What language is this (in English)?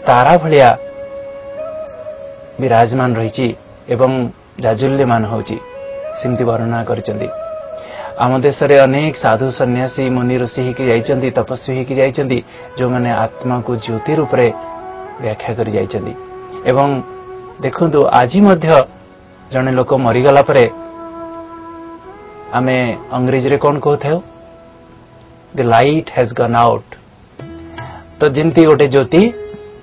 Odia